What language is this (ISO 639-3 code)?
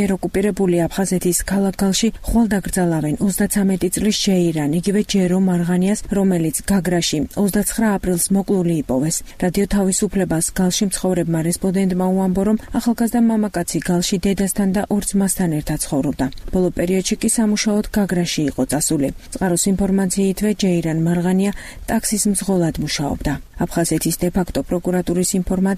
kat